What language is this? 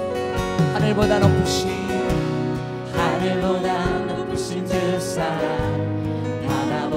Korean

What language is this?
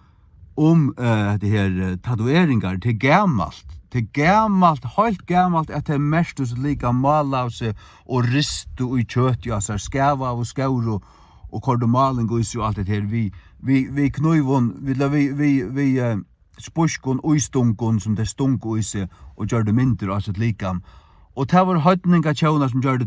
Faroese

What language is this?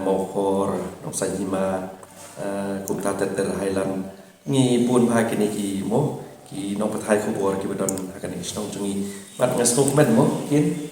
Khasi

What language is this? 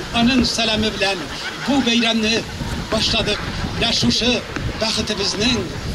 Bashkir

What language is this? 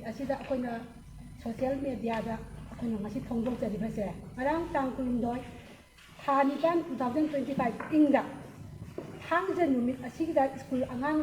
Manipuri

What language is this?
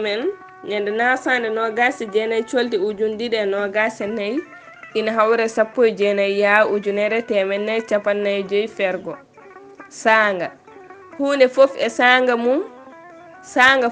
Fula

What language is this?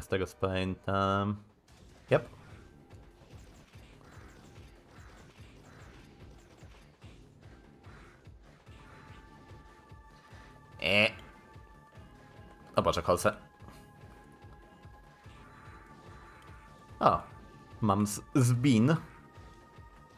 Polish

